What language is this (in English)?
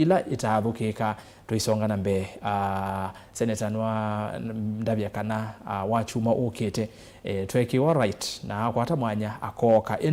Kamba